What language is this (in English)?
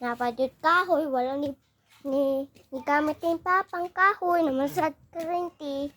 Cebuano